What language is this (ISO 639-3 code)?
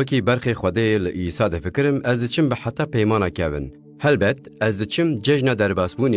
kur